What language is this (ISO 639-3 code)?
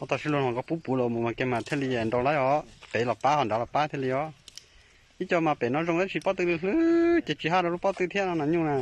hmn